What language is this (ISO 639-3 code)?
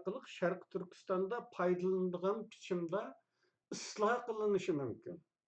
uig